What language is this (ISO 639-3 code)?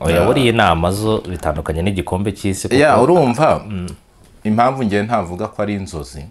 kin